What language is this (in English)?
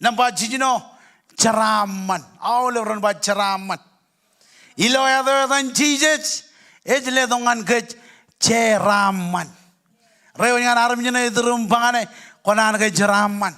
Marshallese